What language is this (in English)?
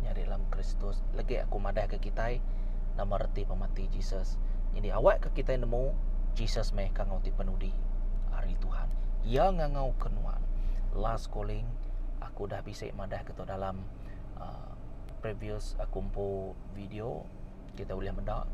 Iban